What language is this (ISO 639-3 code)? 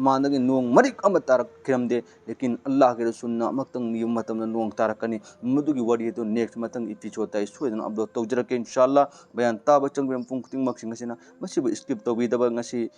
mni